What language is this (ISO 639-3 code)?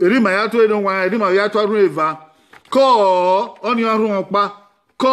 bin